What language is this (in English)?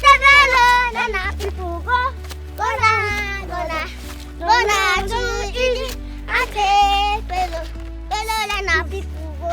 Nigerian Pidgin